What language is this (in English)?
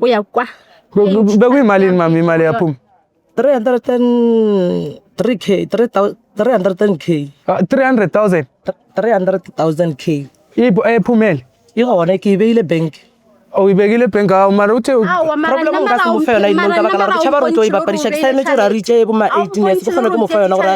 Zulu